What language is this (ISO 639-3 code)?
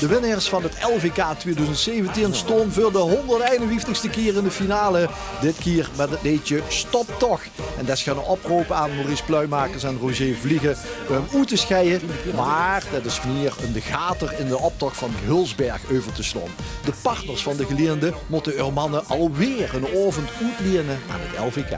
lim